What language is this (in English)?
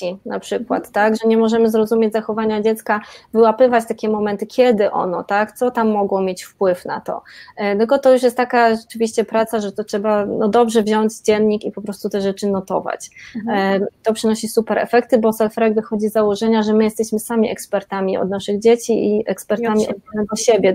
Polish